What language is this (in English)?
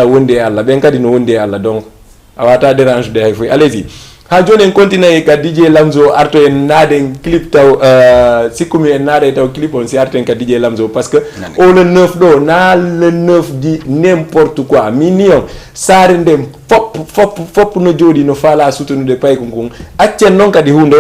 Fula